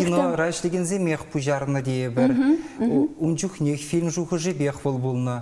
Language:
Chuvash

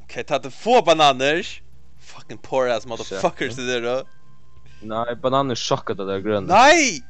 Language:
Faroese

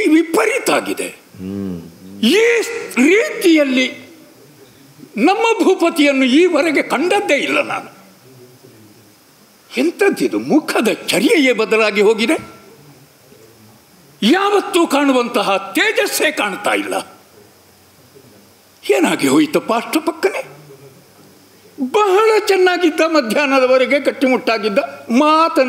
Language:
Kannada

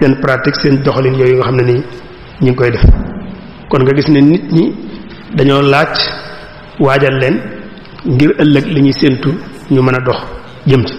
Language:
Wolof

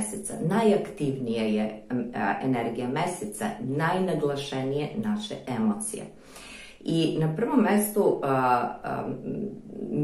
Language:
Serbian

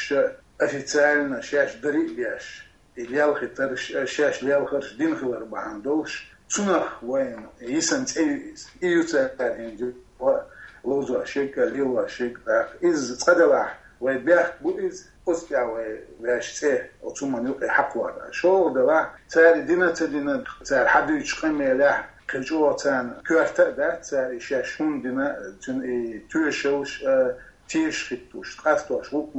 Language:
Chechen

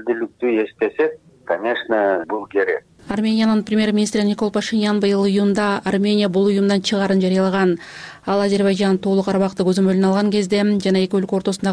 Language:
Kyrgyz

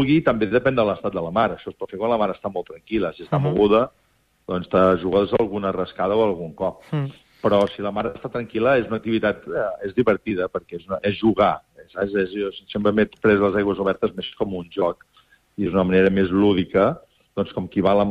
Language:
Catalan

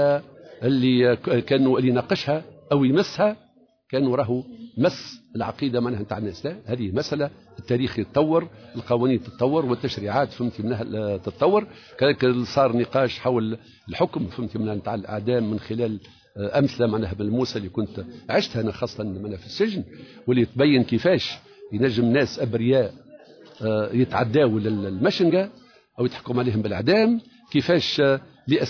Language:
Tunisian Arabic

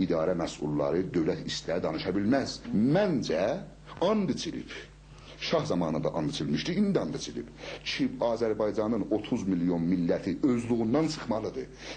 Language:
South Azerbaijani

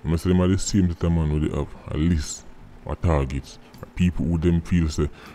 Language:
Jamaican Creole English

